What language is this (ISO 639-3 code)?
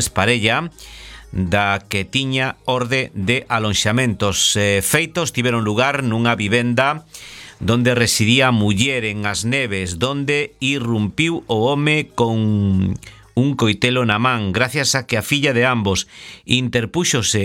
glg